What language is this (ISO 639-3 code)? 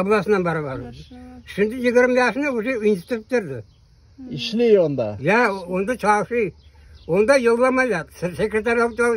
crh